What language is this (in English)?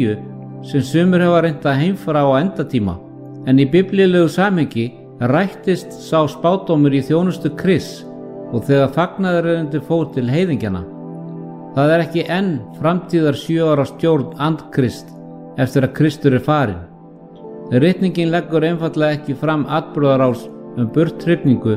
Icelandic